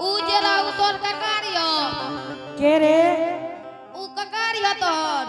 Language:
Angika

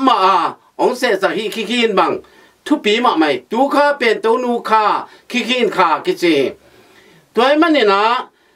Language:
Tedim Chin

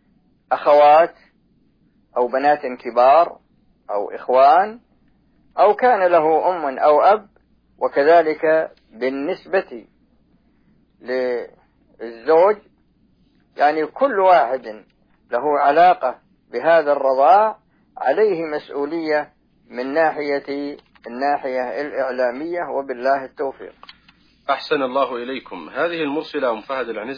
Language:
Arabic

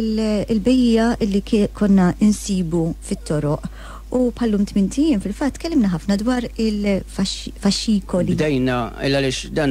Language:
Maltese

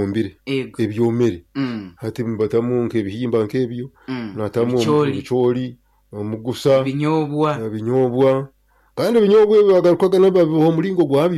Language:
Nyoro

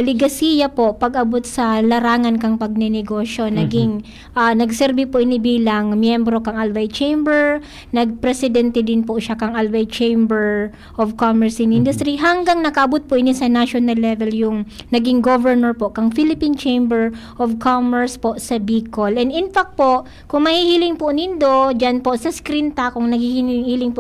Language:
Bikol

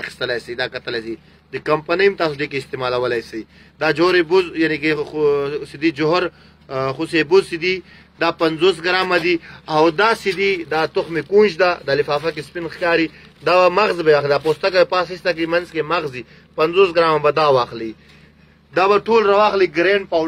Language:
Pashto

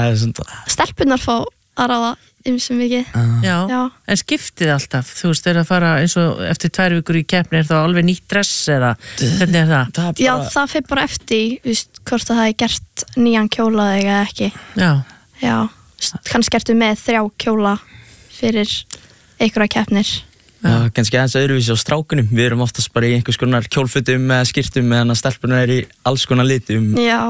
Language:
Icelandic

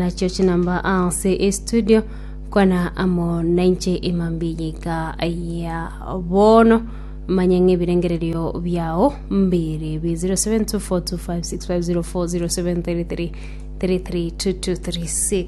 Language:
Gusii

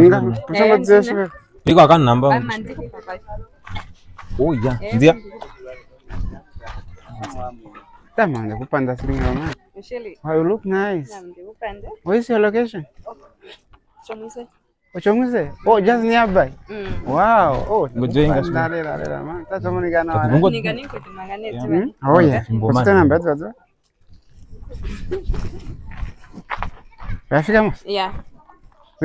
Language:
Swahili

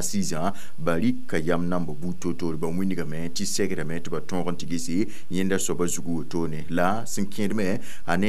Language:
Mossi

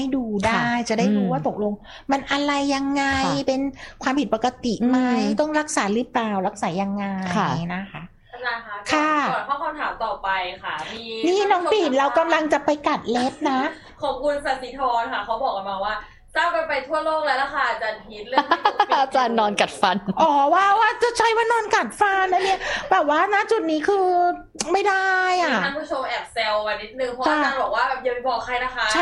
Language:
Thai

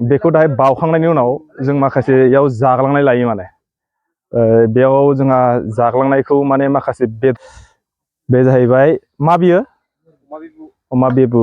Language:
Bodo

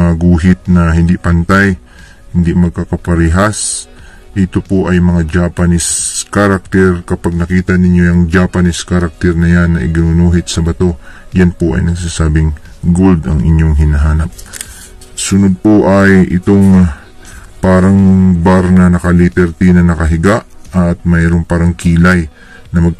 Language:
Filipino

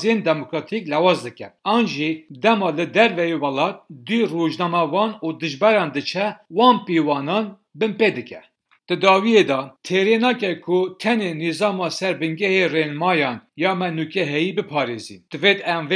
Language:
Kurdish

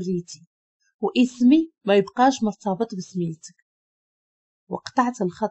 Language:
Moroccan Arabic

